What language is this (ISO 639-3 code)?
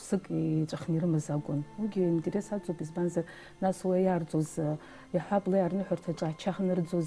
abk